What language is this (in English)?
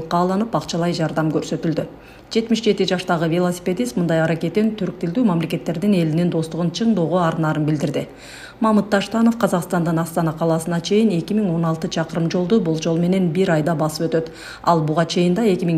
Kyrgyz